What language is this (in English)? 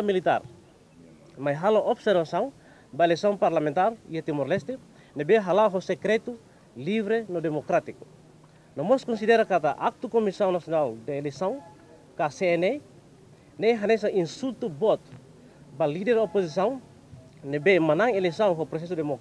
Tetum